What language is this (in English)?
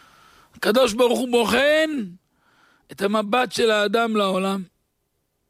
Hebrew